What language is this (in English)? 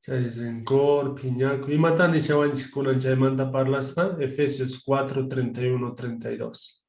Quechua